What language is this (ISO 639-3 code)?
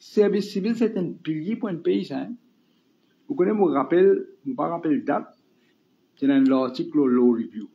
mfe